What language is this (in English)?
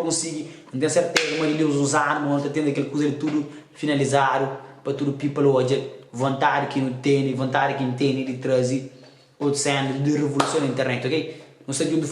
Kabuverdianu